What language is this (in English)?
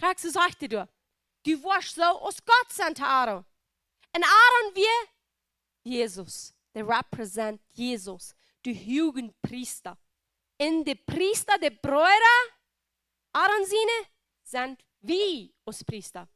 Plautdietsch